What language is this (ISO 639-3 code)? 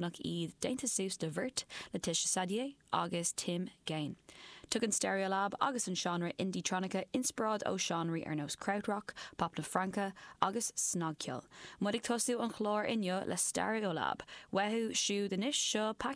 gle